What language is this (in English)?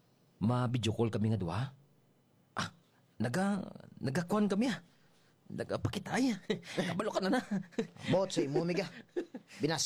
Hiligaynon